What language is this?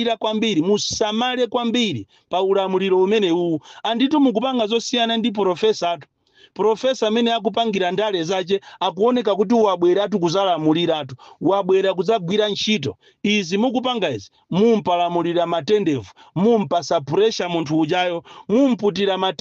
Nyanja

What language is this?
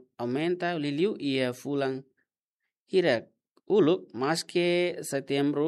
Tetum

